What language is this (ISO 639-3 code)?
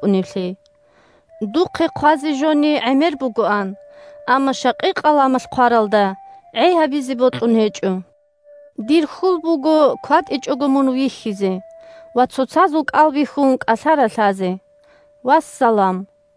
ava